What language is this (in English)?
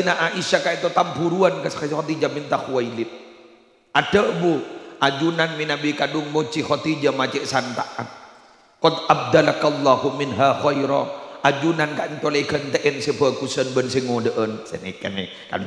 Madurese